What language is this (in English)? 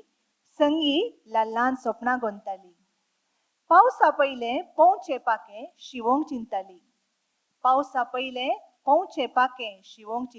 Konkani